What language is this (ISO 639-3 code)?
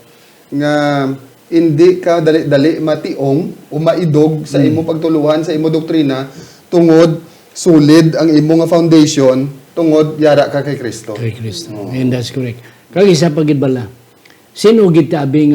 hil